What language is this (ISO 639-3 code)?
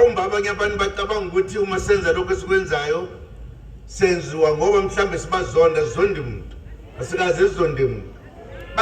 zul